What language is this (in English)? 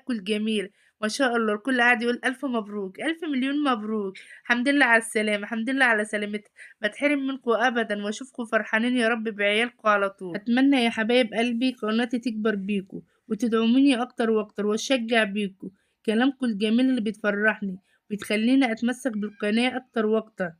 Egyptian Arabic